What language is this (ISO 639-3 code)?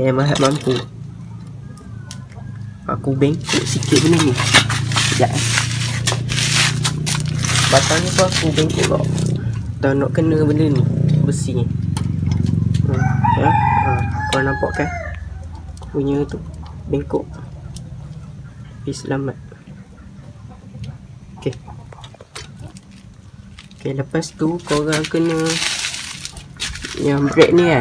msa